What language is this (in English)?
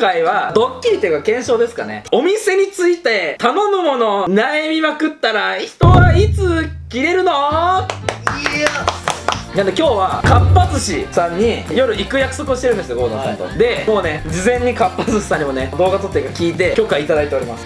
Japanese